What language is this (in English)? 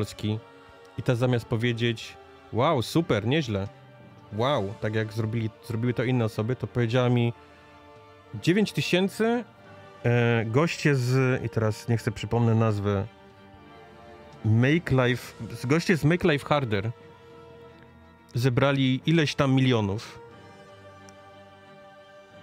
Polish